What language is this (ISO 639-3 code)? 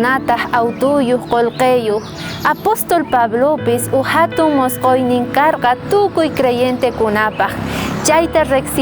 quh